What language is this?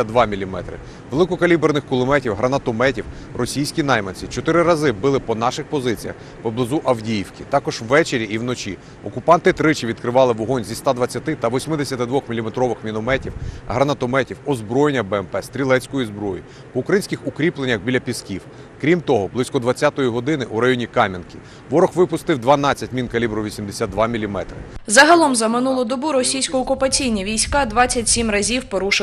Ukrainian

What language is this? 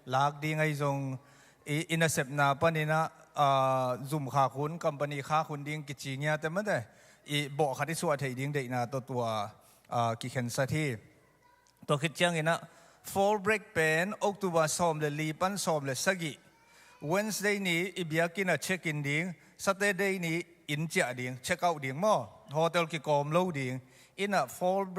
Tedim Chin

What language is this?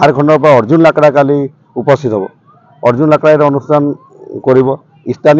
Assamese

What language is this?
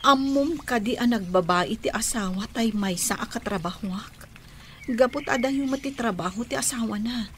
Iloko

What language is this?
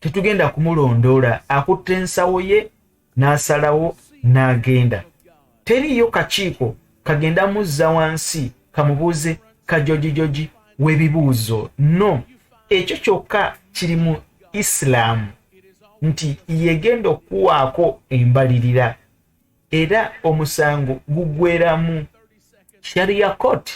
Ganda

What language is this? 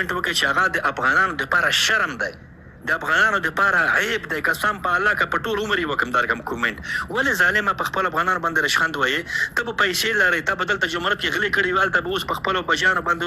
Pashto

